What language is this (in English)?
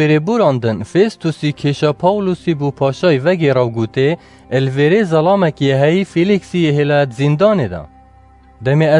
Kurdish